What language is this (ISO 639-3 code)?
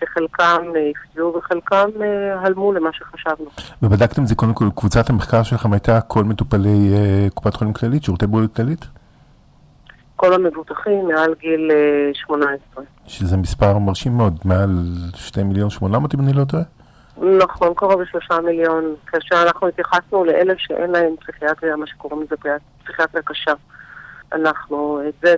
heb